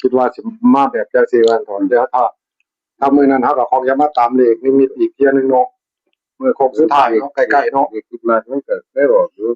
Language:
Northeastern Thai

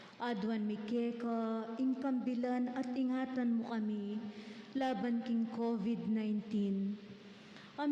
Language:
Pampanga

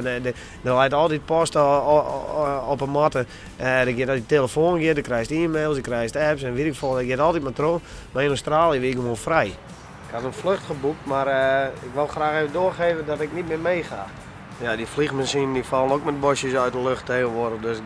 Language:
Western Frisian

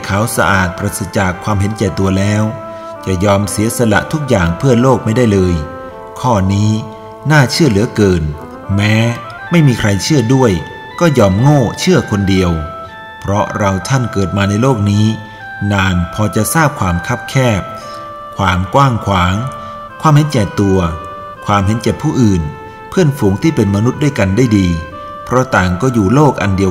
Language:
Thai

